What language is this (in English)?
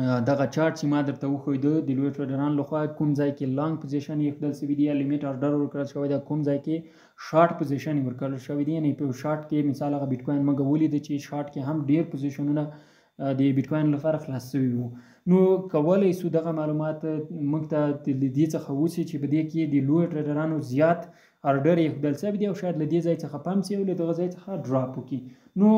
Pashto